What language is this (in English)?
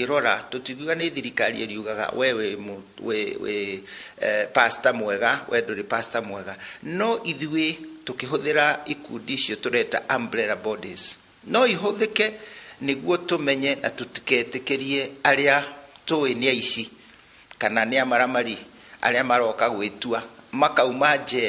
Kikuyu